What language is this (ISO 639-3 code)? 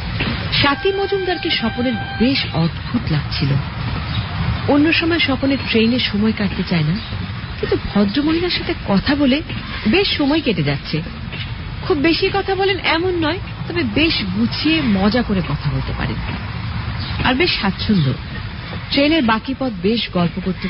ben